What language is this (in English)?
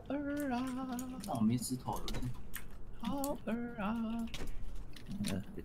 Chinese